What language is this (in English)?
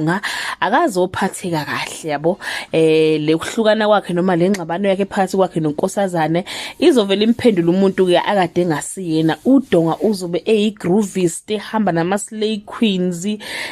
Zulu